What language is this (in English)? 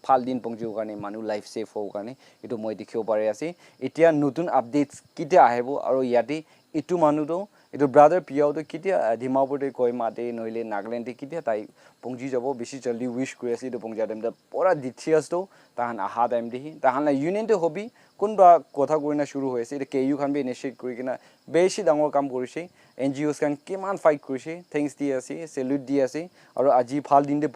Naga Pidgin